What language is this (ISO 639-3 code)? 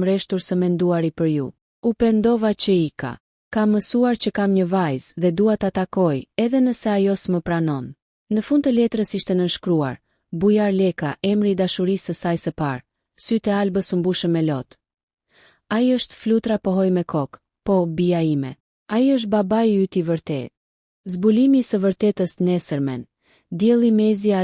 sqi